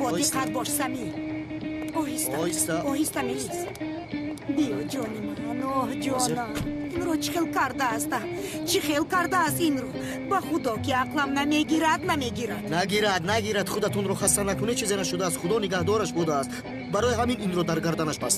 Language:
Tajik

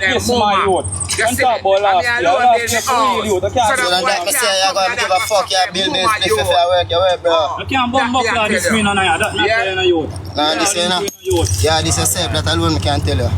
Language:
Jamaican Creole English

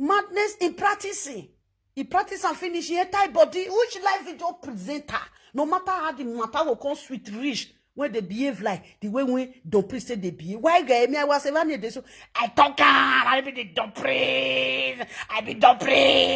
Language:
Nigerian Pidgin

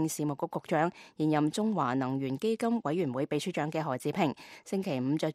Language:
Cantonese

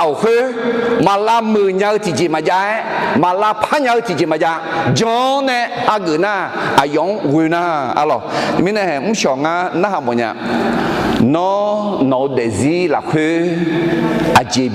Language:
Akha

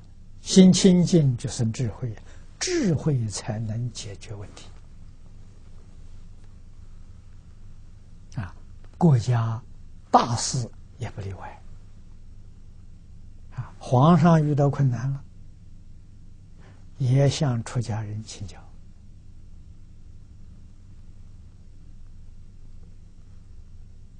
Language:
Chinese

